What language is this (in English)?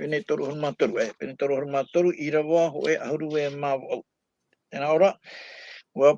Tahitian